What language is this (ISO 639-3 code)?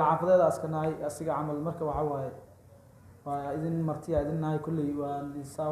som